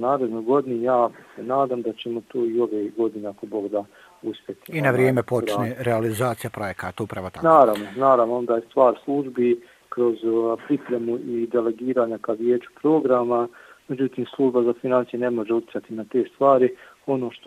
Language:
Bosnian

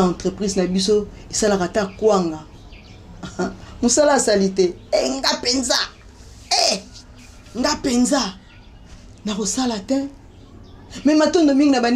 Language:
Lingala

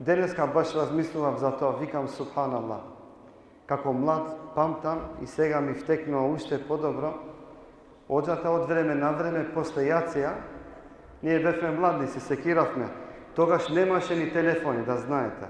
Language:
Balkan Romani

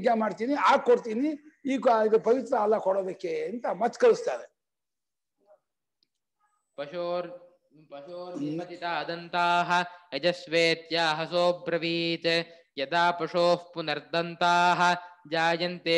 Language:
Kannada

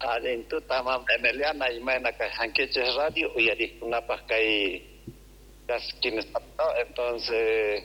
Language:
South Bolivian Quechua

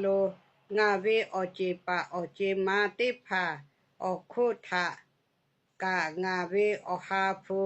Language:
Lahu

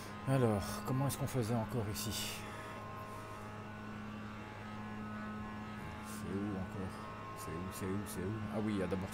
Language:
French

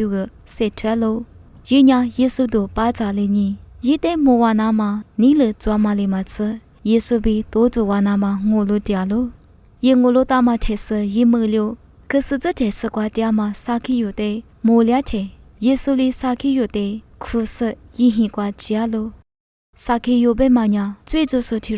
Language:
Lisu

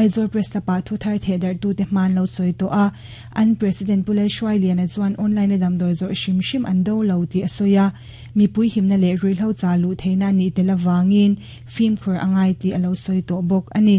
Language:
Mizo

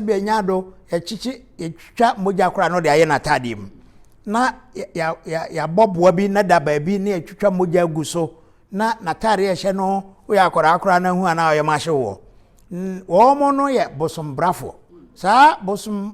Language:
Akan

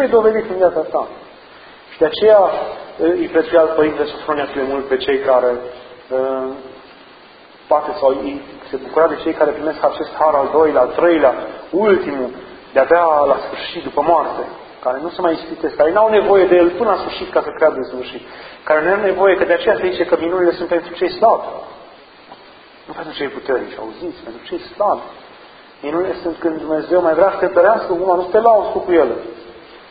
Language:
Romanian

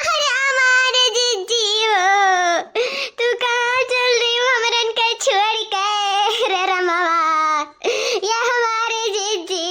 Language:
Awadhi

